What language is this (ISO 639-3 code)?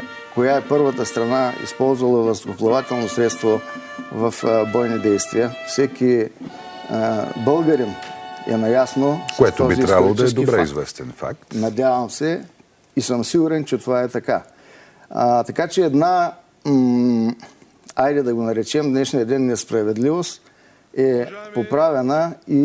bul